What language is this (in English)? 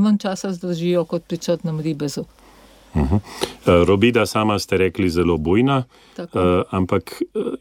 Slovenian